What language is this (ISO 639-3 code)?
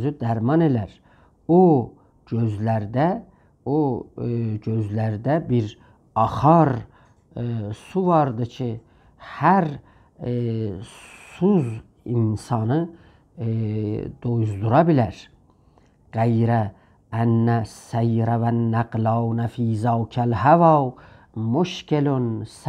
azb